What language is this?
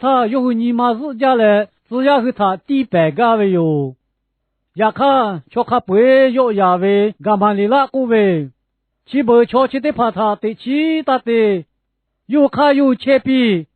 Lahu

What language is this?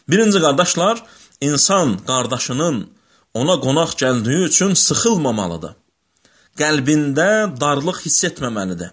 Azerbaijani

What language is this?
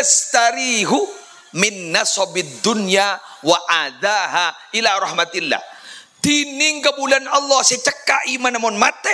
Madurese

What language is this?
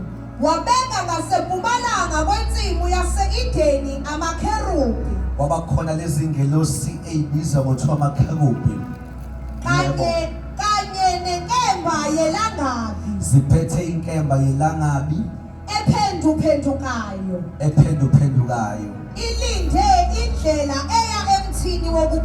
Zulu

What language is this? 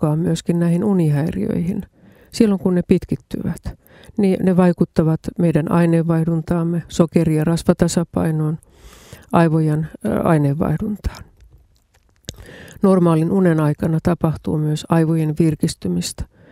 Finnish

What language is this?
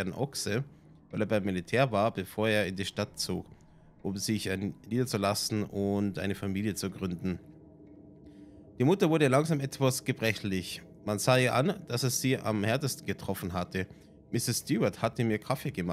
German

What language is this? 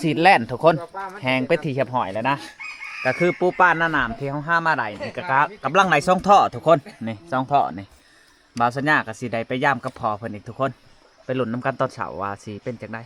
Lao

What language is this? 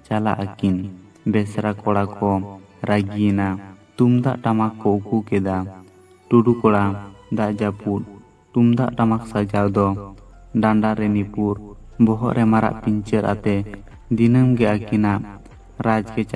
Santali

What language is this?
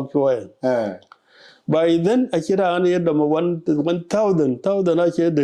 Dinka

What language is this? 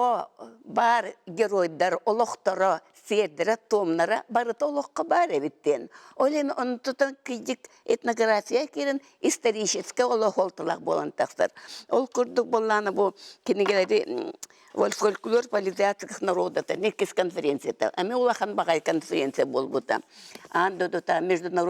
Yakut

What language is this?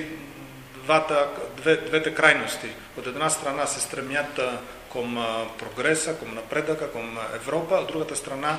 Macedonian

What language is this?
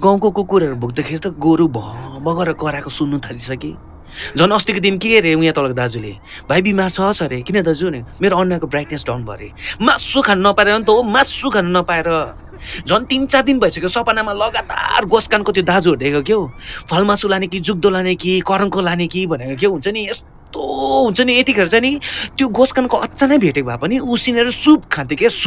Nepali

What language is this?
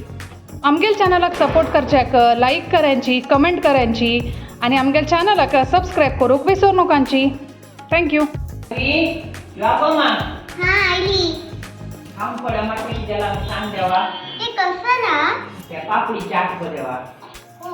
Konkani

